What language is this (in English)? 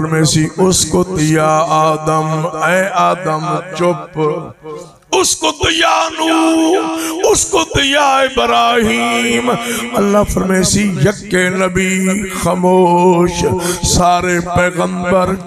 Saraiki